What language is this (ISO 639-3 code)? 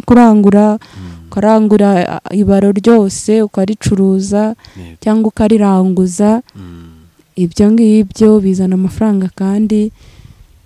kin